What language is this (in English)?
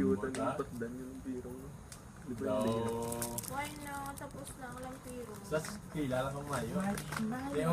Hiligaynon